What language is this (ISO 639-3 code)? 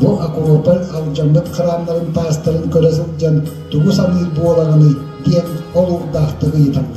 sah